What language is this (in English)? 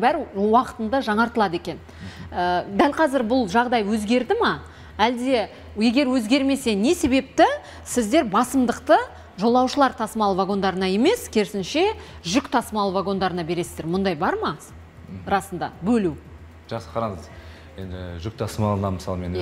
Kazakh